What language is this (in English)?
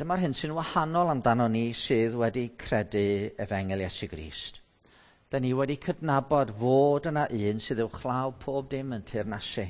Welsh